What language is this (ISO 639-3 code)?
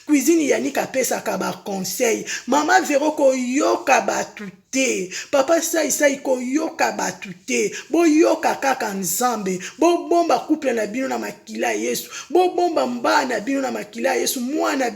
lin